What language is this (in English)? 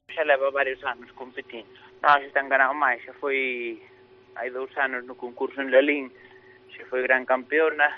Galician